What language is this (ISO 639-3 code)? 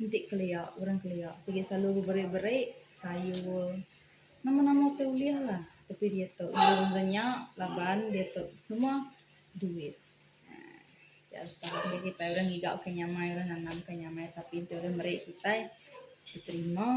iba